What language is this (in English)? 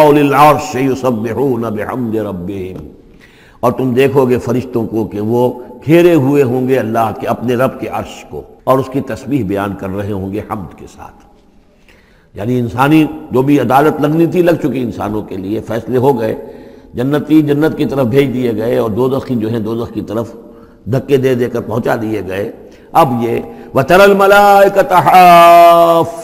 Urdu